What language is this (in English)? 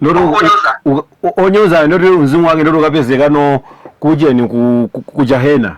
Nyanja